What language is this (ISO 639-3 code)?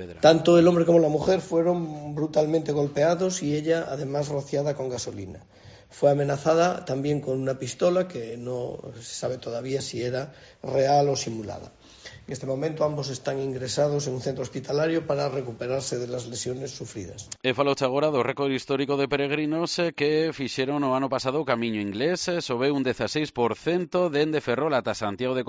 glg